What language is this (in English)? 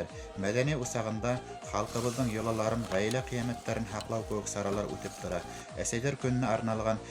Bashkir